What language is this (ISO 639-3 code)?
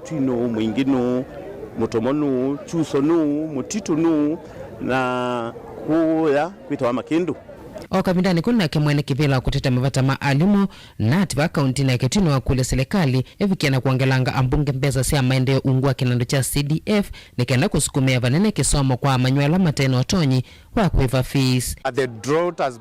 kam